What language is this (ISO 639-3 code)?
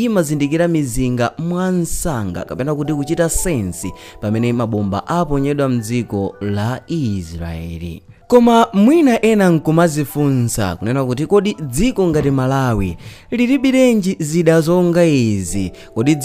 nya